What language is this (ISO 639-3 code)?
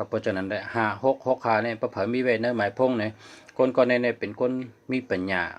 shn